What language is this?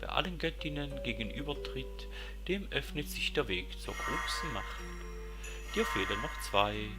Swiss German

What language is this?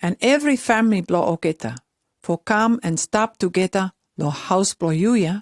Pijin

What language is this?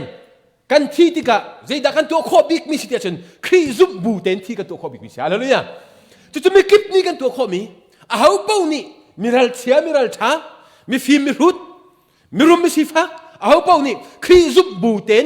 Hakha Chin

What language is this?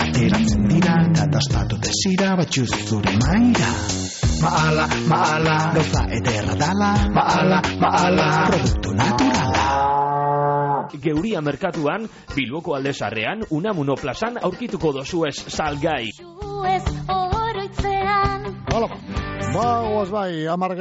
Basque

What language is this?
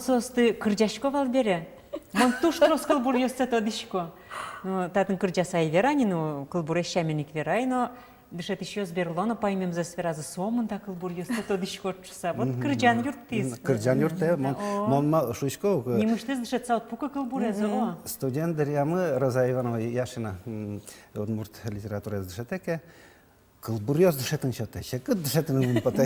Udmurt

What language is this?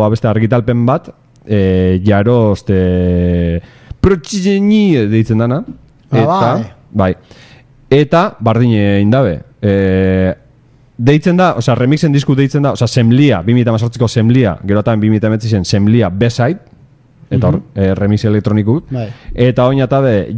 Basque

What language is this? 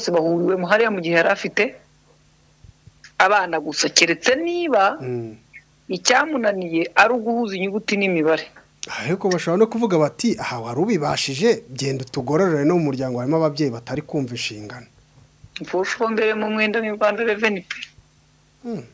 Kinyarwanda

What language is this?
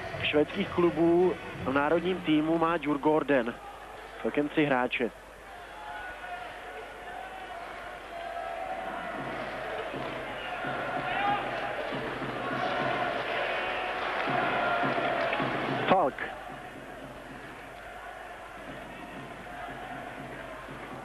Czech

